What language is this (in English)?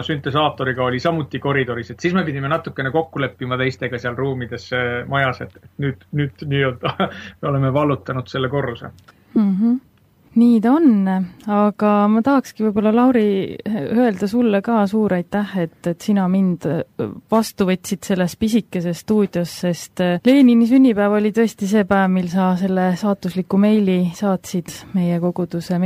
Estonian